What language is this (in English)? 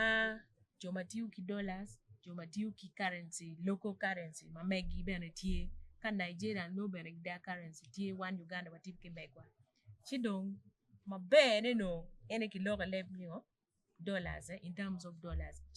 Acoli